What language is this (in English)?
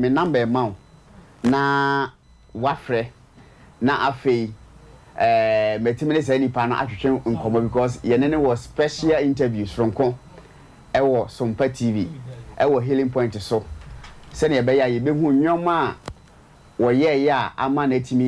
Akan